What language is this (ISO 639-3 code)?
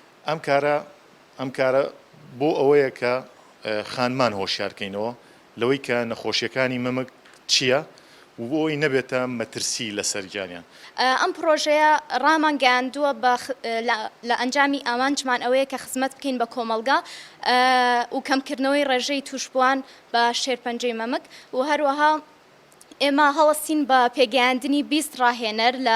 ckb